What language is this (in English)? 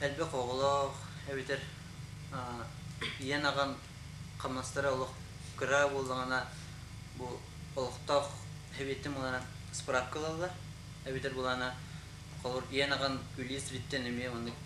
Yakut